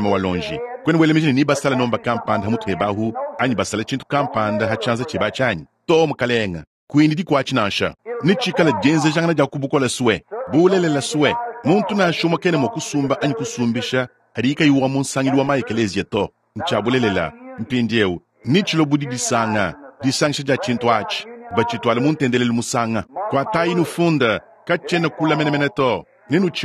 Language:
Luba-Lulua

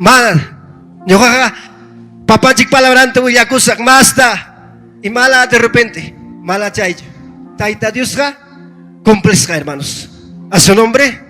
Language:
Ayacucho Quechua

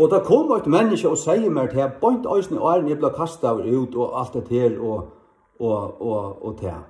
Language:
Faroese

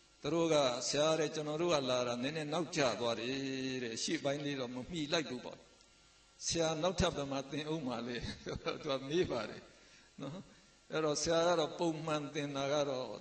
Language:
Burmese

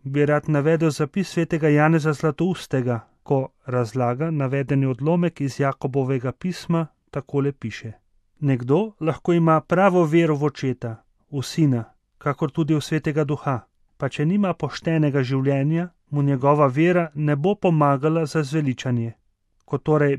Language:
Slovenian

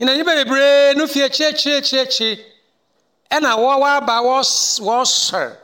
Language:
Akan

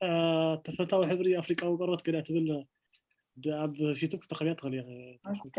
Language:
Tigrinya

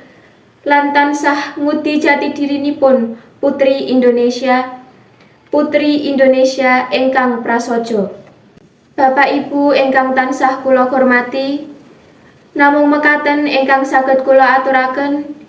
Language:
Javanese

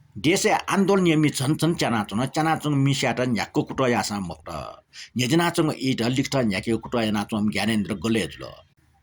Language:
Newari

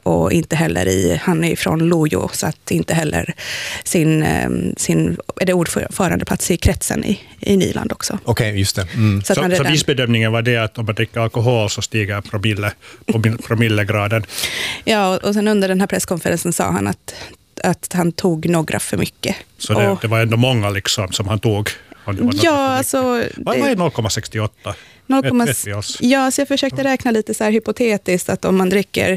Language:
Swedish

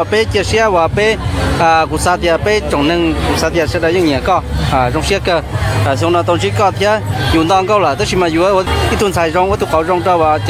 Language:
Hmong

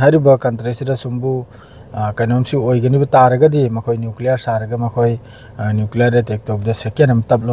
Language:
Manipuri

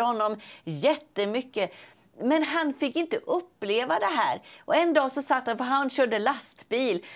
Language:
Swedish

